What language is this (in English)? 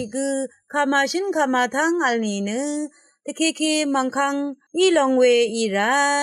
Rawang